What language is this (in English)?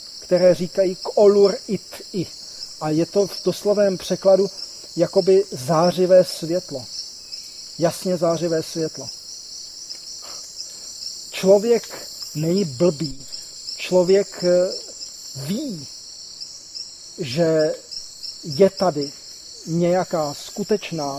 Czech